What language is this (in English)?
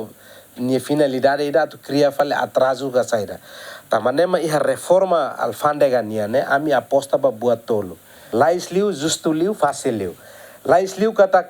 Tetum